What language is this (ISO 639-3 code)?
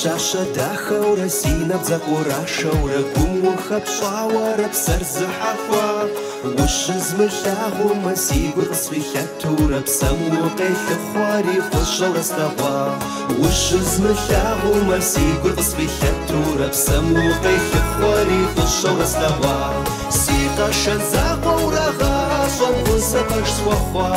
kbd